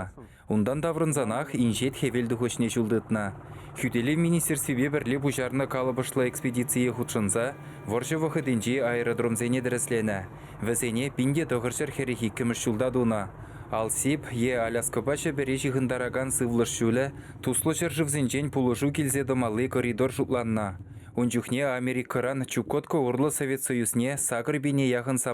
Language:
Chuvash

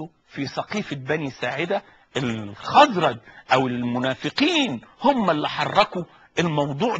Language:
Egyptian Arabic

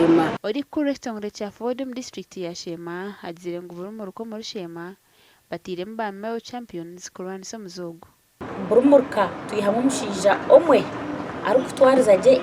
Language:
Nyankole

